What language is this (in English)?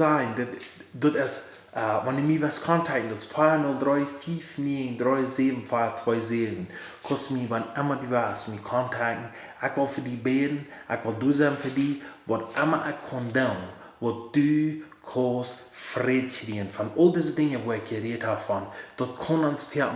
Plautdietsch